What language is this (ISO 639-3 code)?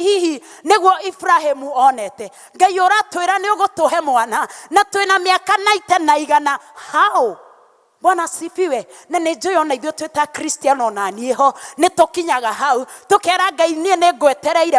kik